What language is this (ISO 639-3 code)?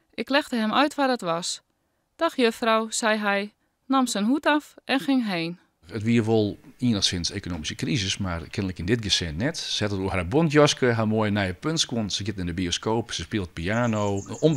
fry